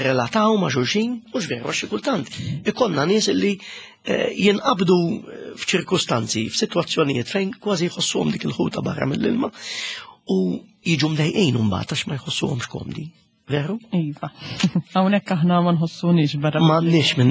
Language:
Maltese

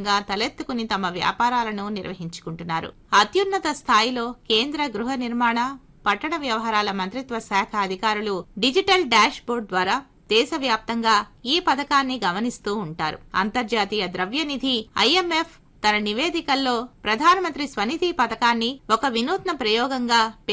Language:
Telugu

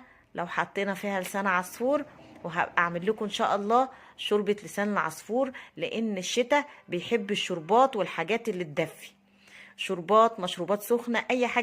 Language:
Egyptian Arabic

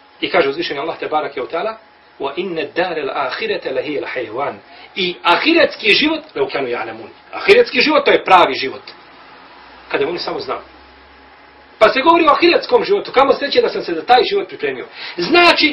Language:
Bosnian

